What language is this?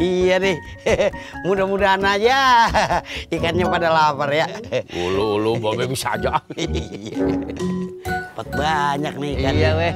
Betawi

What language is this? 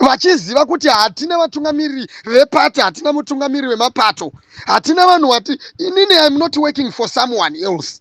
Shona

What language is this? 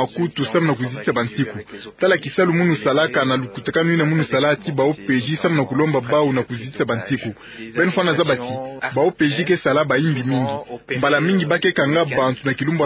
Kituba (Democratic Republic of Congo)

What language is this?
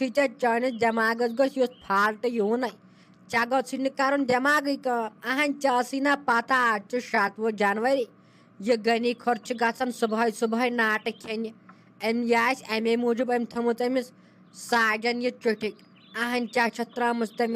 Kashmiri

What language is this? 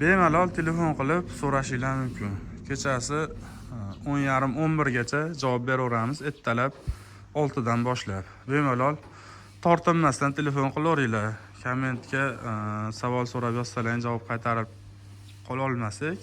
Uzbek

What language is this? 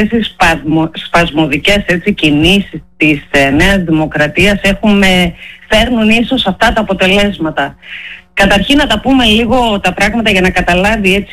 Greek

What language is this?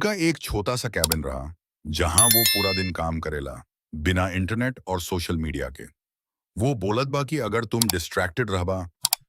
Bhojpuri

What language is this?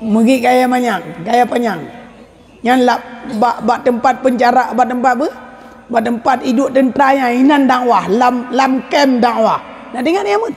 Achinese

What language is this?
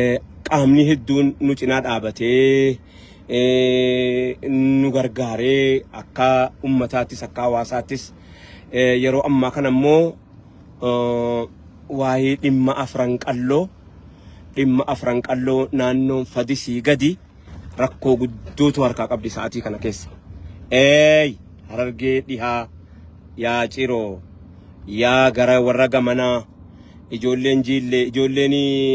Oromo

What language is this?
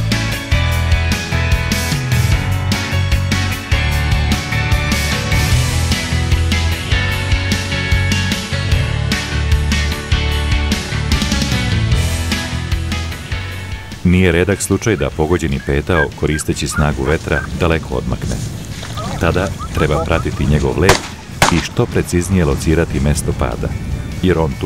Serbian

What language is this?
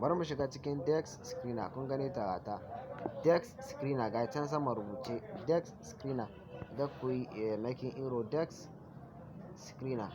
Hausa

